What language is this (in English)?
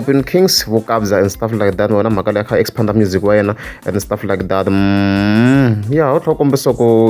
Tsonga